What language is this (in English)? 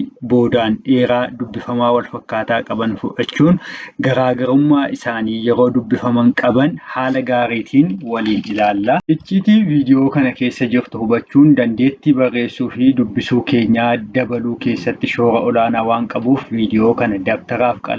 Oromo